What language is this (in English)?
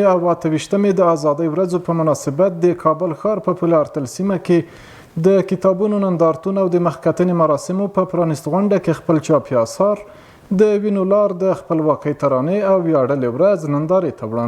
Pashto